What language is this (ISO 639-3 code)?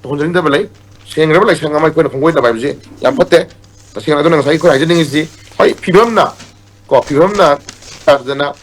mni